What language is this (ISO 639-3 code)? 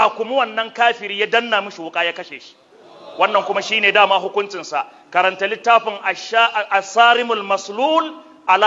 hau